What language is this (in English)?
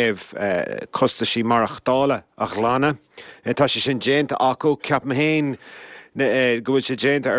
Irish